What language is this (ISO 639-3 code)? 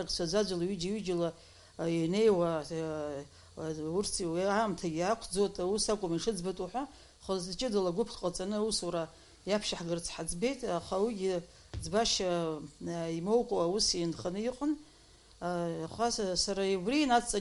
abk